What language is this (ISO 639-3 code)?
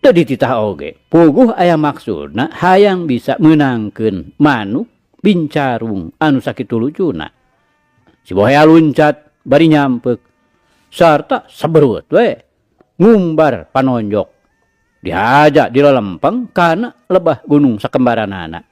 sun